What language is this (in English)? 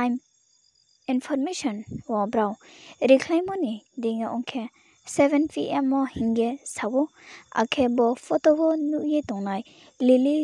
Riang (India)